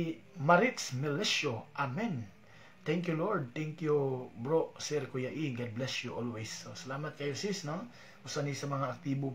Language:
Cebuano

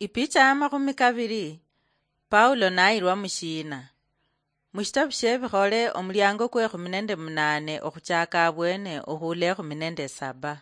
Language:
Luyia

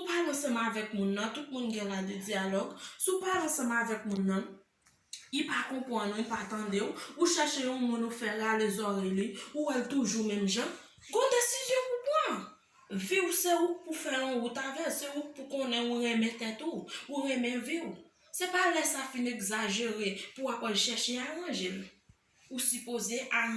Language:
Haitian Creole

